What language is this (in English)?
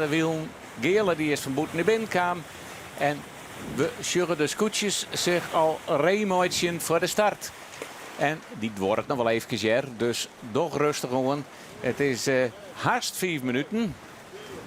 Western Frisian